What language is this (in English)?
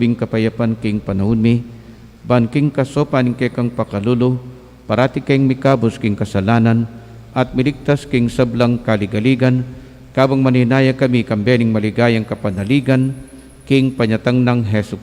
Pampanga